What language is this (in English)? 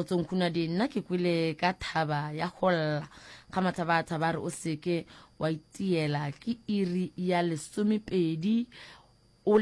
Northern Sotho